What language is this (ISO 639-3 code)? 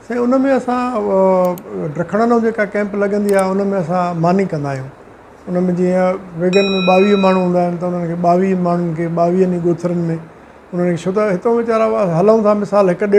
snd